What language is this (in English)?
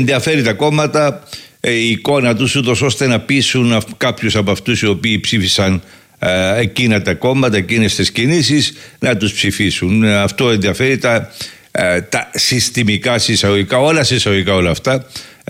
Greek